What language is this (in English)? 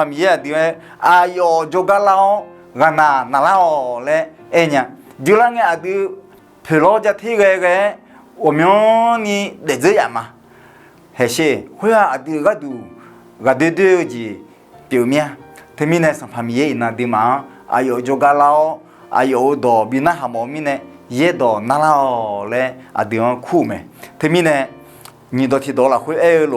Akha